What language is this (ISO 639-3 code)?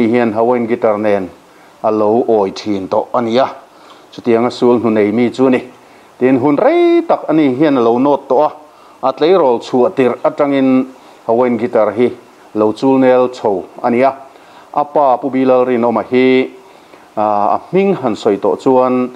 lus